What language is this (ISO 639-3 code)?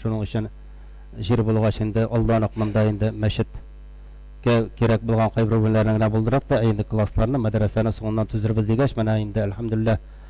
tat